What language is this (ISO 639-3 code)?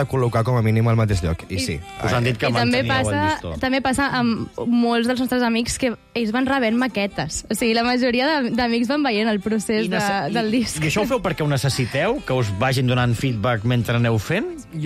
cat